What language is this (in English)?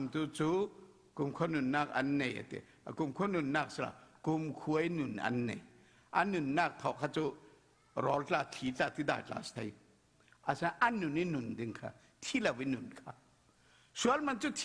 Falam Chin